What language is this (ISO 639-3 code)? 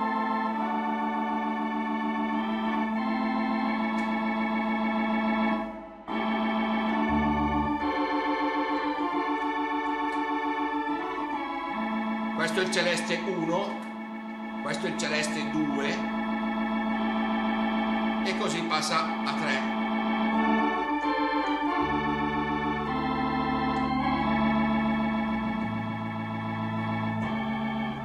ita